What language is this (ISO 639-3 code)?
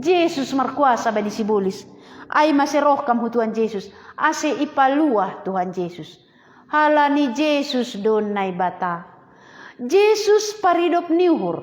bts